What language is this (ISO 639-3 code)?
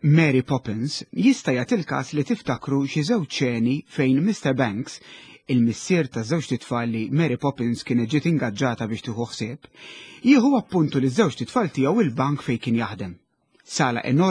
mlt